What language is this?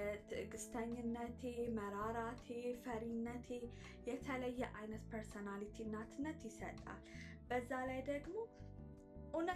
Amharic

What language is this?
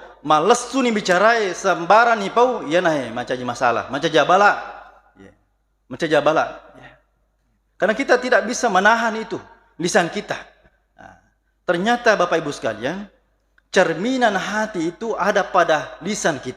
Buginese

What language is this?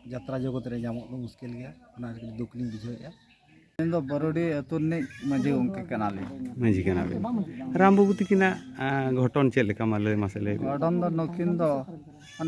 Santali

